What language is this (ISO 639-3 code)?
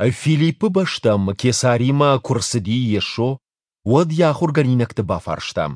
oss